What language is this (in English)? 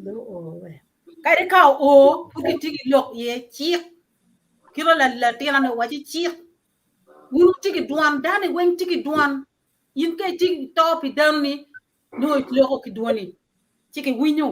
Acoli